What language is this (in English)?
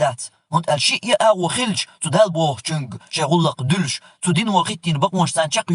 Chechen